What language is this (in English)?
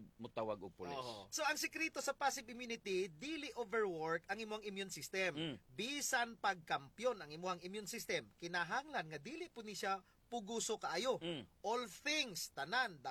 Cebuano